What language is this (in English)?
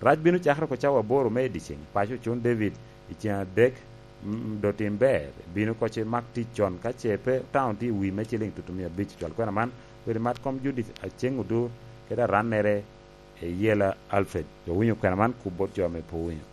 Lango (Uganda)